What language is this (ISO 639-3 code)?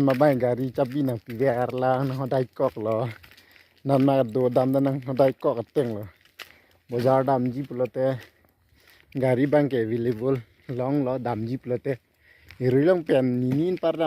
mjw